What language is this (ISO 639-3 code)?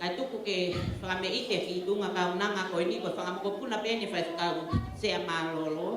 ton